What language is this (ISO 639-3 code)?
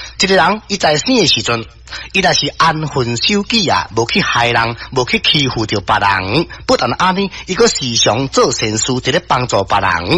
nan